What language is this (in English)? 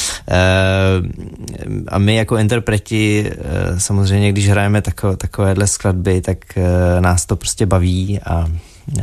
Czech